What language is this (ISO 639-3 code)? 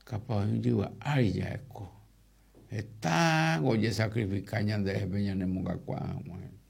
grn